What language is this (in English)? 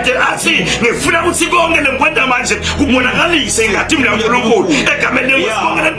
Zulu